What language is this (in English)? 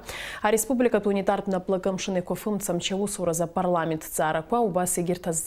Abkhazian